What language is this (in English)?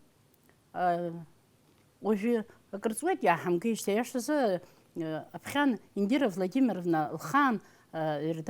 Abkhazian